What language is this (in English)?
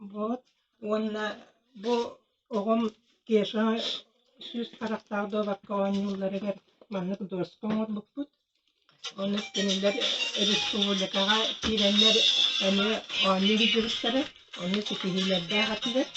Yakut